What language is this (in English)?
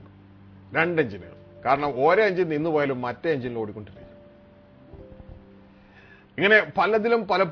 Malayalam